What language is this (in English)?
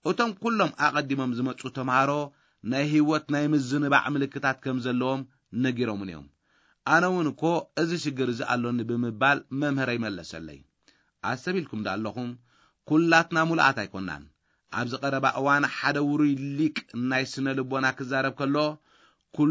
Tigrinya